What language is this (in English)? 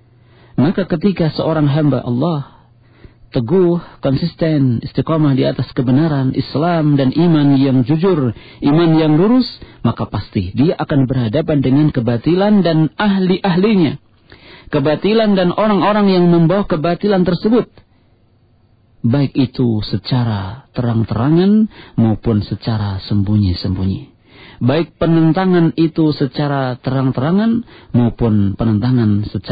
Indonesian